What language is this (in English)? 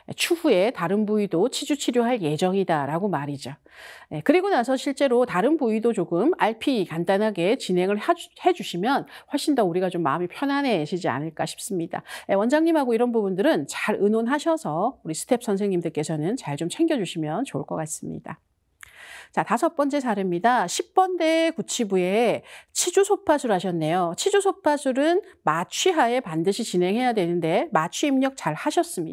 Korean